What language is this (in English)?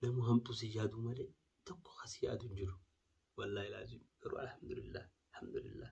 Oromo